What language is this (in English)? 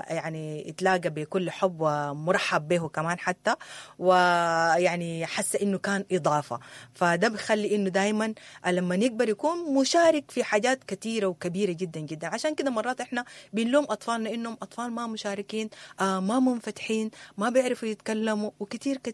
Sudanese Arabic